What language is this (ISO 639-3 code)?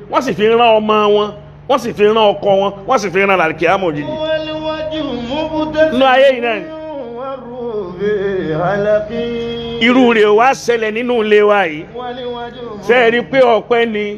yor